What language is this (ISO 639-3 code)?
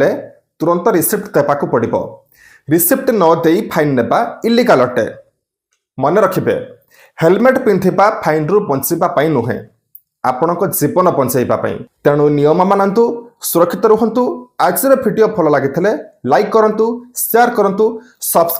ori